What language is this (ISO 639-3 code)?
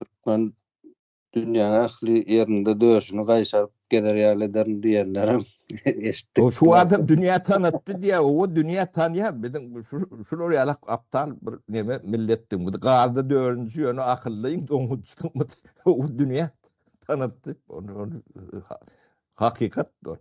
tuk